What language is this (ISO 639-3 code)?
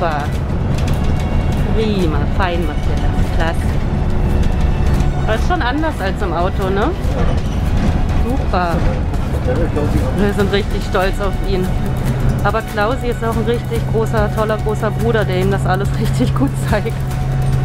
deu